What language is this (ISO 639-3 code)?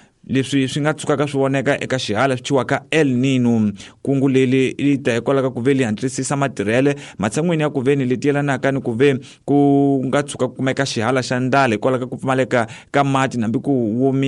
tso